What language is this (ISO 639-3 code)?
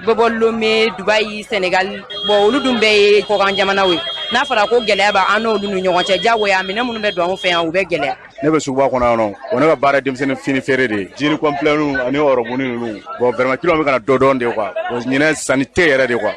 bam